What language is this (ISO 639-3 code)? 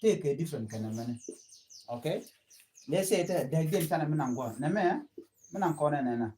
nus